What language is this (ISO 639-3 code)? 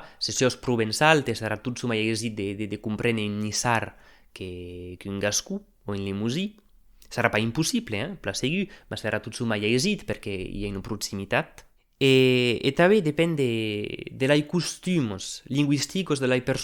oci